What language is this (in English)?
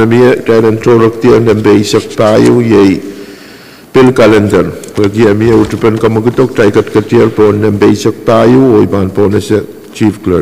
Pohnpeian